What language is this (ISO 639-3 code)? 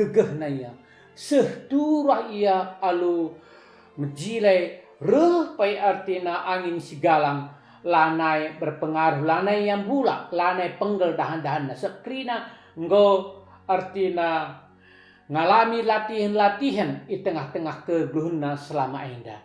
btx